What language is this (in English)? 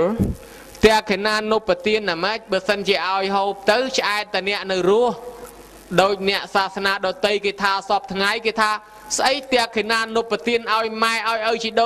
Khmer